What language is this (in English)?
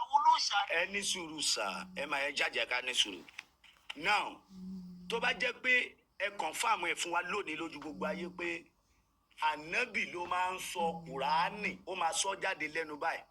Yoruba